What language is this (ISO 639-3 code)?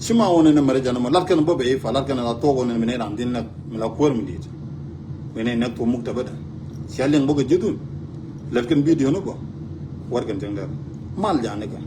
nus